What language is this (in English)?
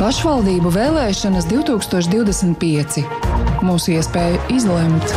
Latvian